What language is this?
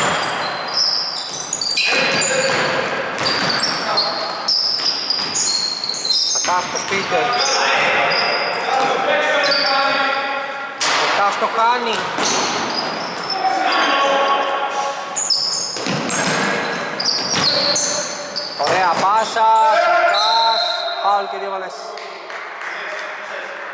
Greek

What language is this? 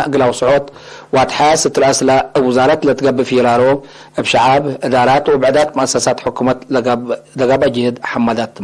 Tigre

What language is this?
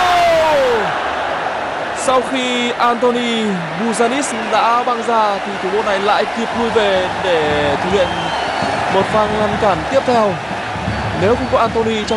Vietnamese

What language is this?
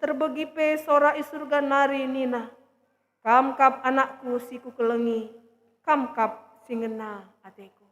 Batak Karo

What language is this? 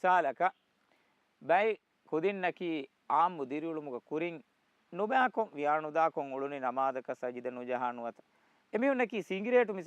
Divehi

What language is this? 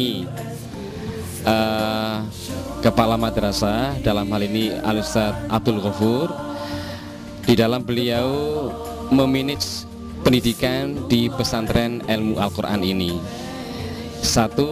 Indonesian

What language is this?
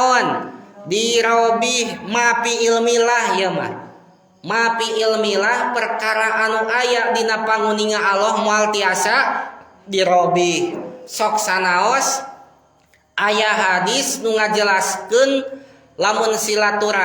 Sundanese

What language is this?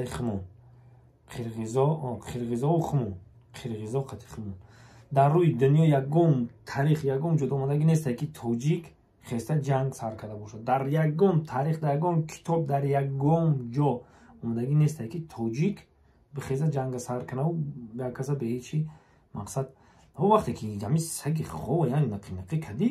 Tajik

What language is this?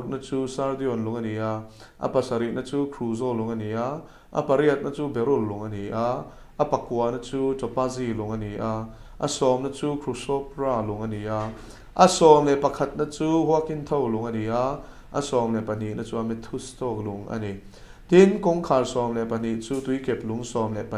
Mizo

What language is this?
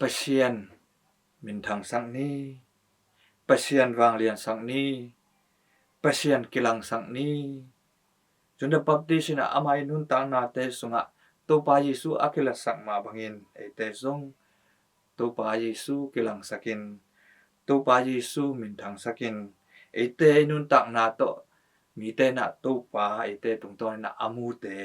Tedim Chin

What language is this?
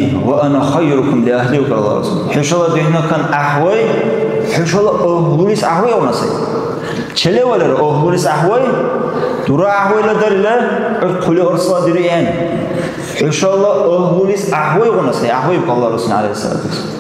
Dargwa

